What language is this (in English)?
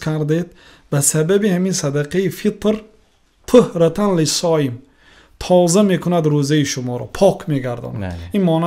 Tajik